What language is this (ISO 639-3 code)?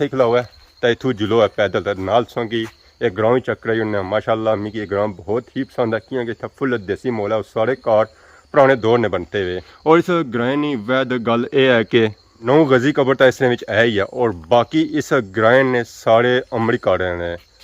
phr